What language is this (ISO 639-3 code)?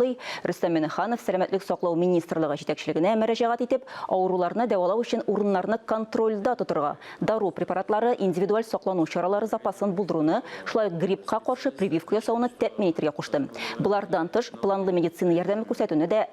tat